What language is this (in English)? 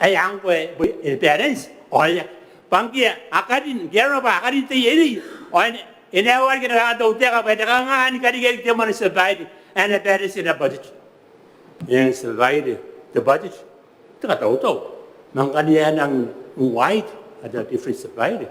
Gilbertese